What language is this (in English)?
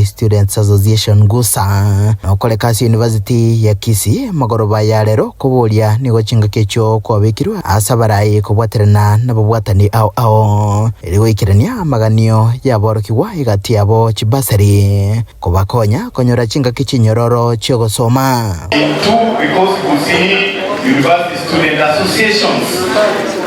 Gusii